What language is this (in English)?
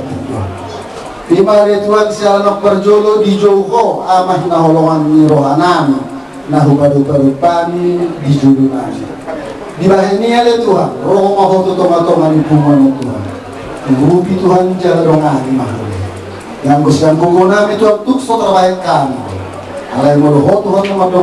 Batak Toba